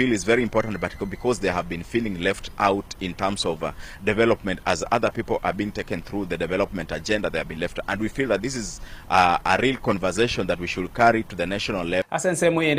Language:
Gusii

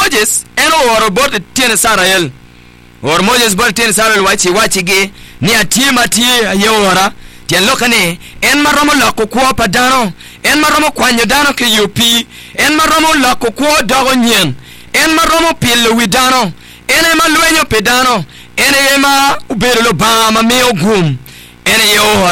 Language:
Acoli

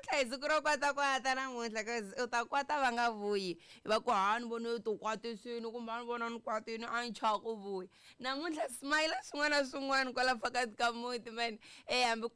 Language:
Tsonga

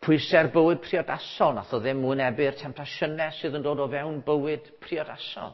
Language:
Welsh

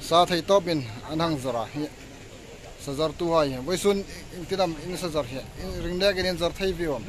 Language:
Hmar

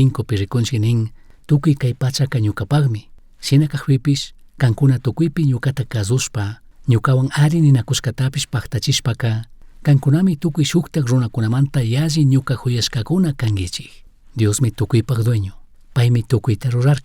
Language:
Chimborazo Highland Quichua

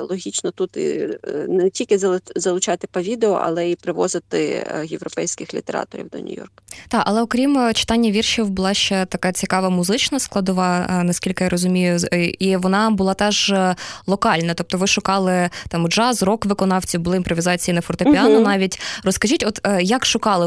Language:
Ukrainian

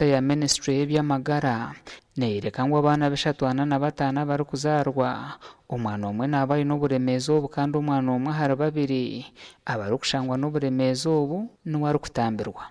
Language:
Nyankole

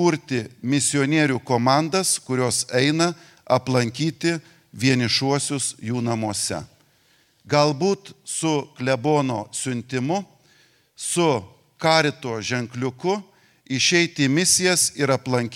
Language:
Lithuanian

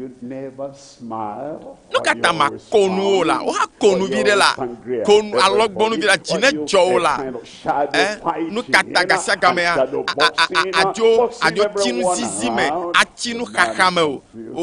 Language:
Ewe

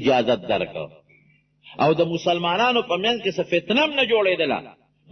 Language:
Pashto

